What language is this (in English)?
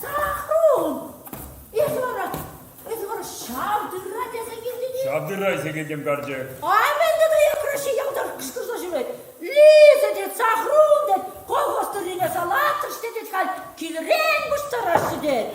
Chuvash